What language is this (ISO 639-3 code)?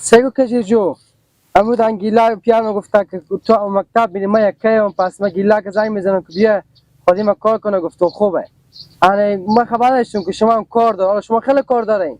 haz